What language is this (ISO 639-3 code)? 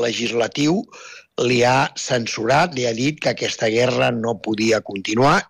cat